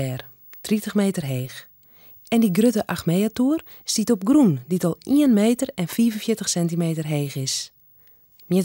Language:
Western Frisian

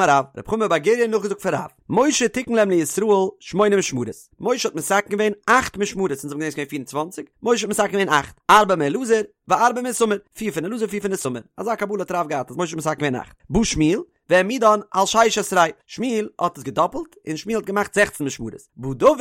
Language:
Yiddish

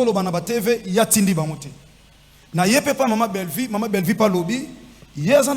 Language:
Lingala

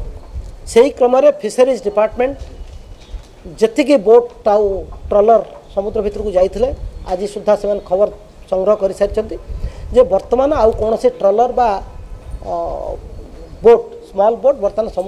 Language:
Odia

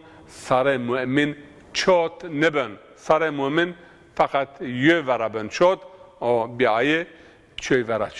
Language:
Zaza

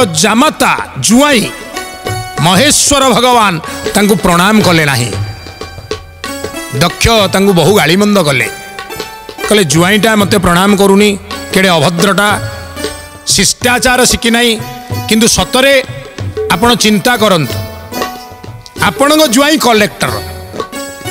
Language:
Odia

